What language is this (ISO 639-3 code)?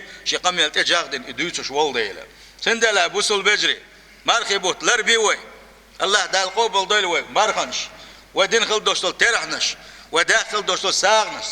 che